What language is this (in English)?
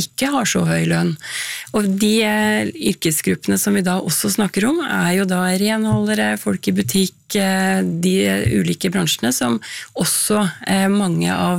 Norwegian